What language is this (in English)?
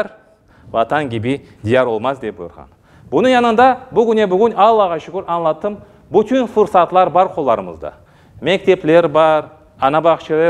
Crimean Tatar